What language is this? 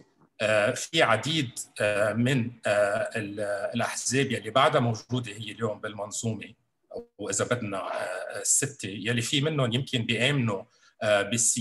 North Levantine Arabic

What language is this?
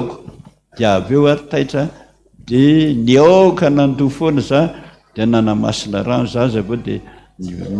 Malagasy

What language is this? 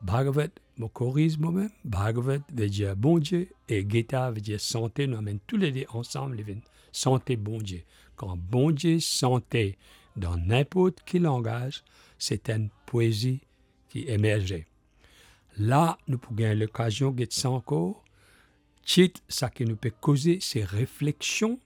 Morisyen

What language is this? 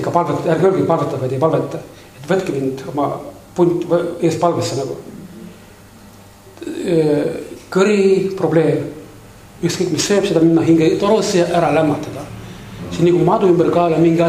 Estonian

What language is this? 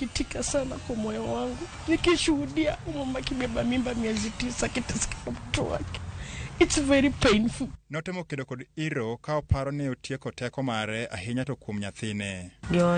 Luo (Kenya and Tanzania)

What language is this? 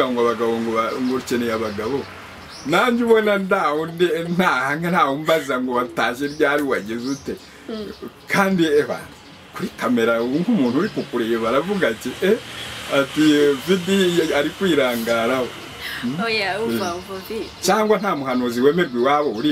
Kinyarwanda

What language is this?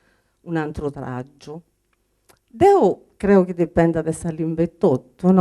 Sardinian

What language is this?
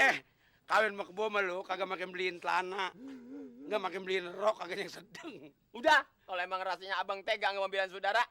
Betawi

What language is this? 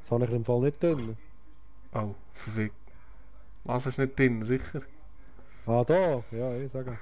Swiss German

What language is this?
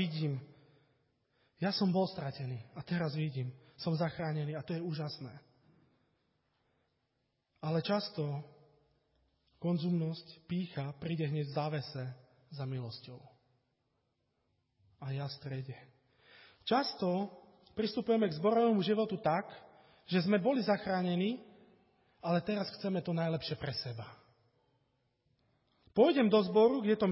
Slovak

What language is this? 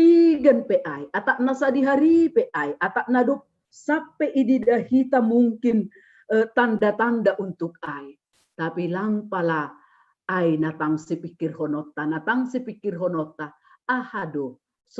Batak Simalungun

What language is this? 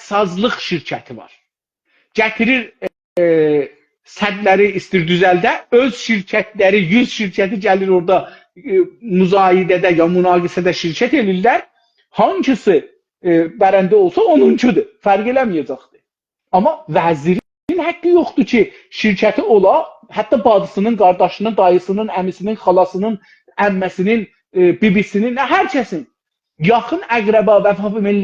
South Azerbaijani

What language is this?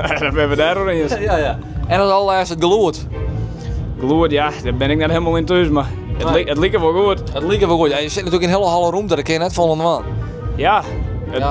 Western Frisian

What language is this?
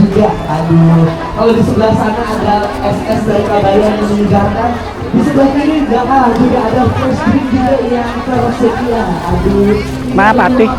Banjar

